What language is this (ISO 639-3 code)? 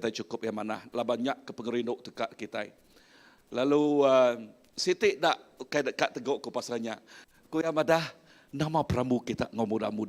iba